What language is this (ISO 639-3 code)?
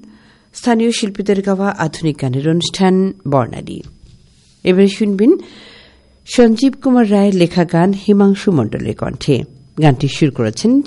ben